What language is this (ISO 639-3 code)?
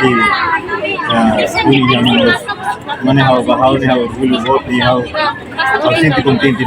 tet